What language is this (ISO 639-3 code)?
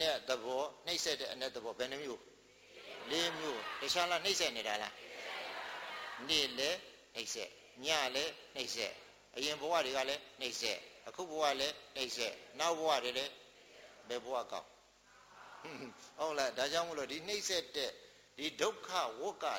mya